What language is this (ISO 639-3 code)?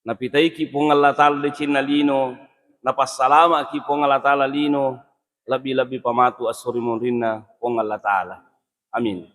bug